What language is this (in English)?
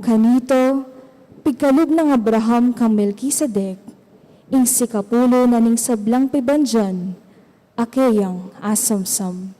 Pampanga